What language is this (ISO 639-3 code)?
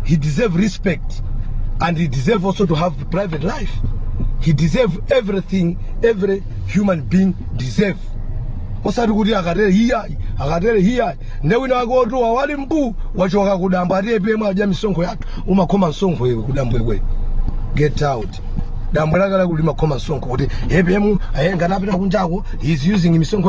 nya